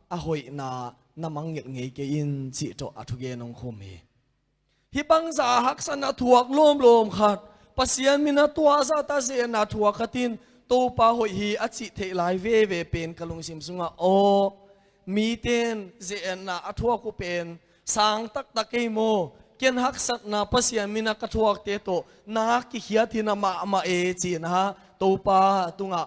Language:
Tedim Chin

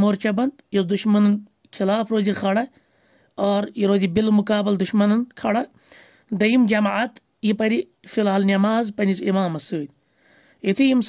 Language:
Kashmiri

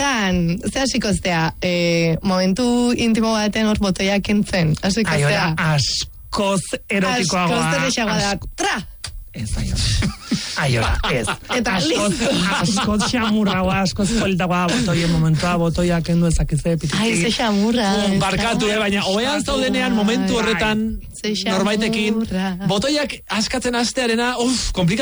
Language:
Basque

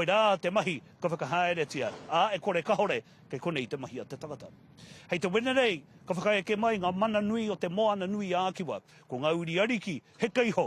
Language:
Māori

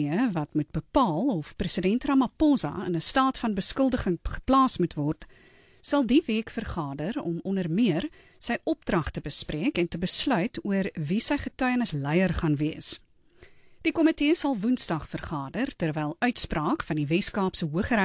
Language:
Afrikaans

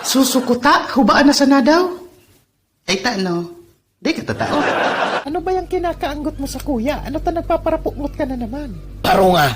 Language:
Bikol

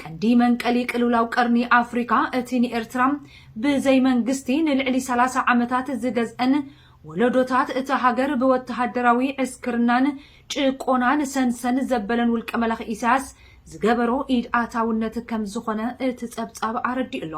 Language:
Tigrinya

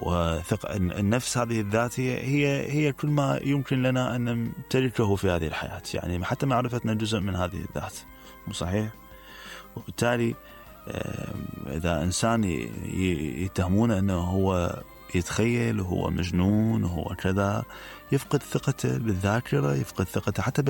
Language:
Mesopotamian Arabic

